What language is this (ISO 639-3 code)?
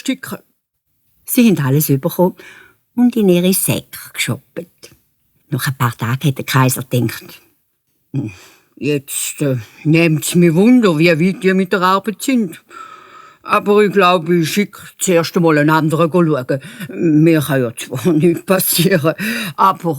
gsw